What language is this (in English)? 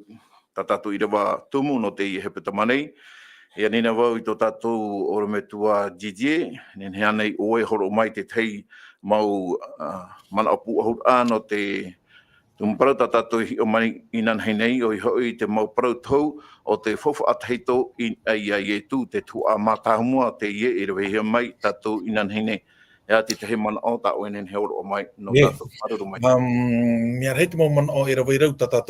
Tahitian